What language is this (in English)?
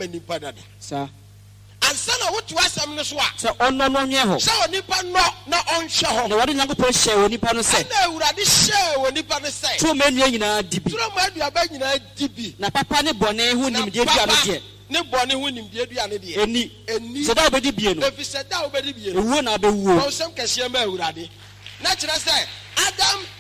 Akan